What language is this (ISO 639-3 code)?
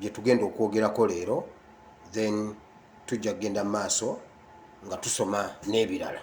lug